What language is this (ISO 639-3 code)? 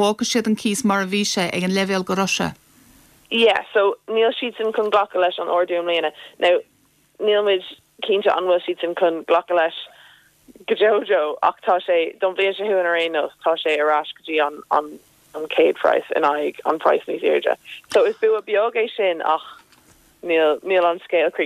gle